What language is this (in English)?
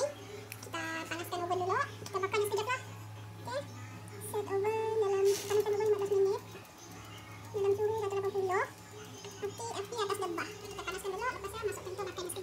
Malay